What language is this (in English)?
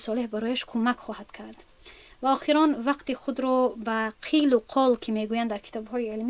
Tajik